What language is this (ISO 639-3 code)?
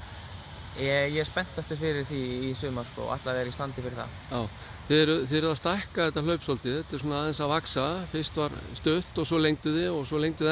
isl